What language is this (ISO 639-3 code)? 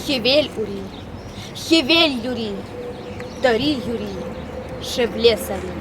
chv